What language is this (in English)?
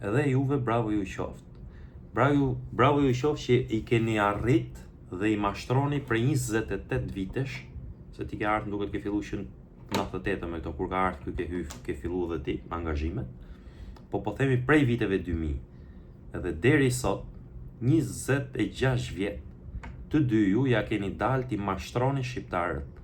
Albanian